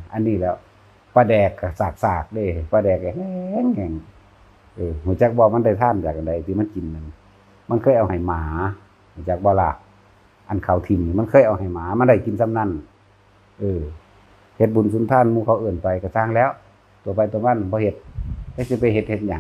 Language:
Northeastern Thai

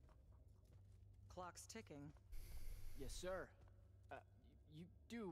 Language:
Hungarian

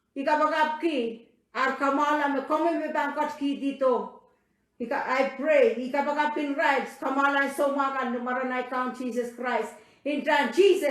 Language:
Pohnpeian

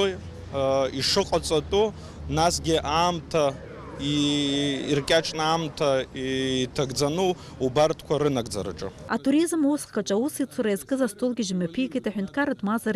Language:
Abkhazian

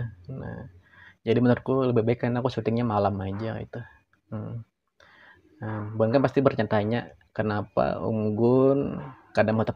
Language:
Banjar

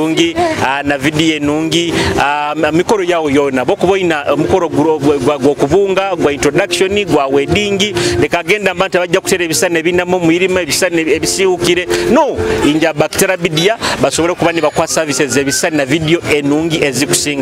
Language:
Nyoro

